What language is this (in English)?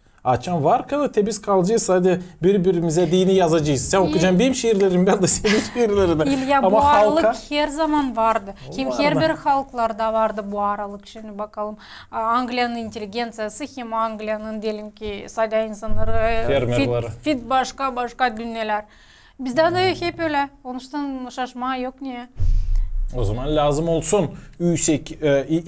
Gagauz